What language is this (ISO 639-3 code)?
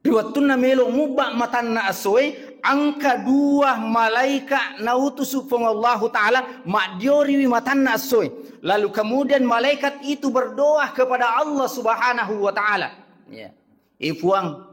bug